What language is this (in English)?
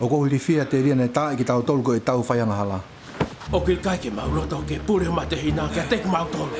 Tongan